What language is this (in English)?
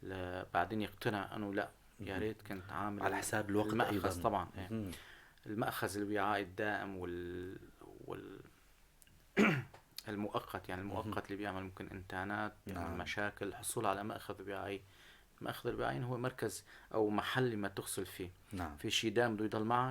North Levantine Arabic